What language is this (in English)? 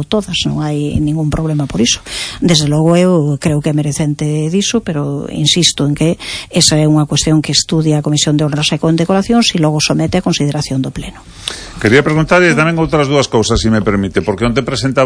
Galician